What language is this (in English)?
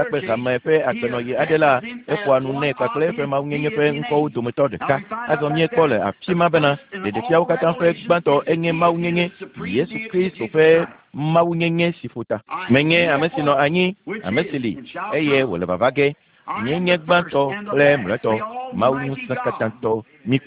Ewe